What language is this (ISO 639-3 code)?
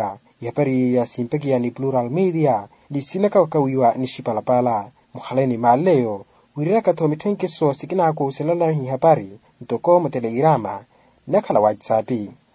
vmw